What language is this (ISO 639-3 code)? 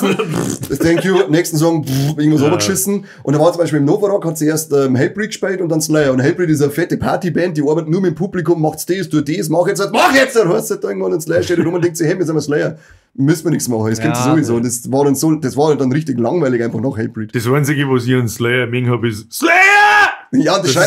bar